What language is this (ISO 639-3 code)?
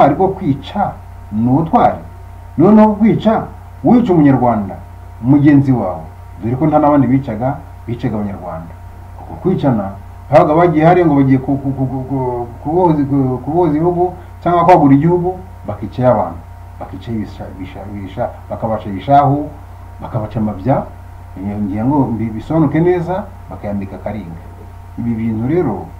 kin